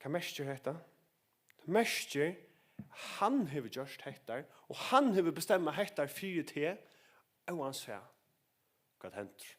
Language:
Faroese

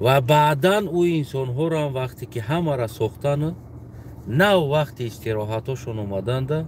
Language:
Tajik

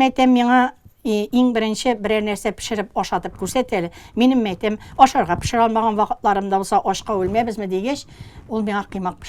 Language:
Tatar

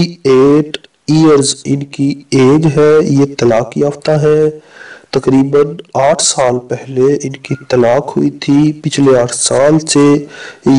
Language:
Urdu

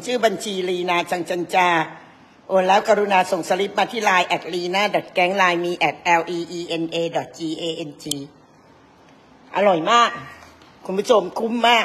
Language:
Thai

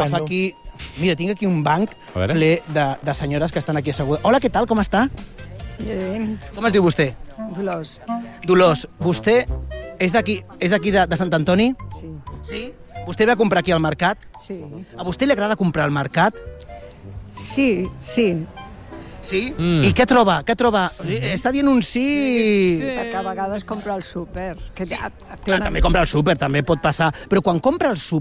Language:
Catalan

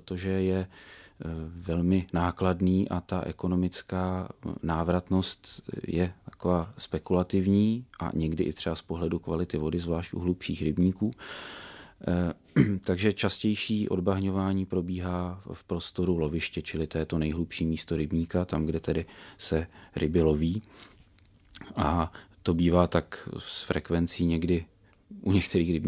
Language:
Czech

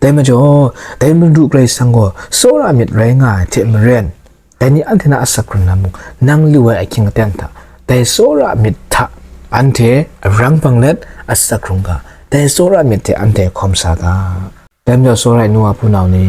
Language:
Kachin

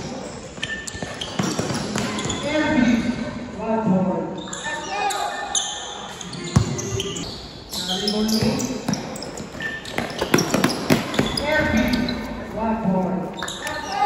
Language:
Filipino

